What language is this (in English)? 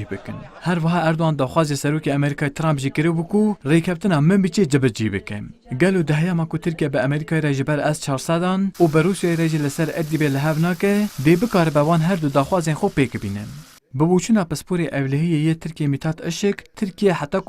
Kurdish